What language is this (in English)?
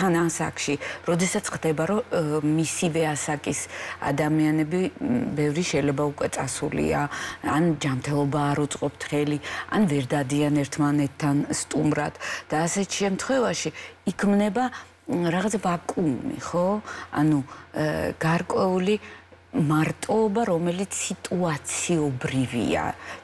Georgian